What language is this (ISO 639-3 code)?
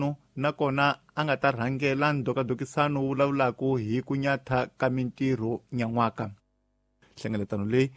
tso